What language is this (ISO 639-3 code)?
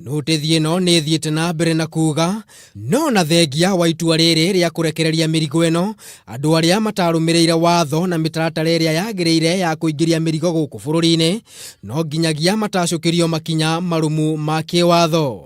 kik